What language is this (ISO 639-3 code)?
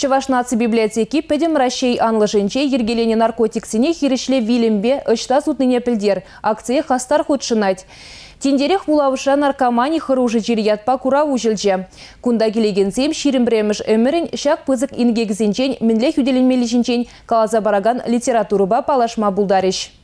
chv